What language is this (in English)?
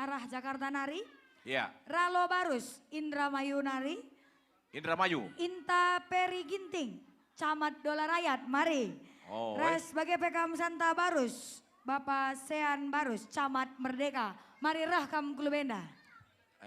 Batak Karo